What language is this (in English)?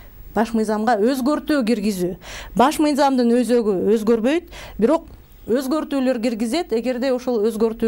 Kyrgyz